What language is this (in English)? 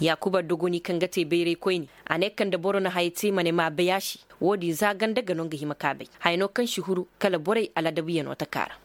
Koyraboro Senni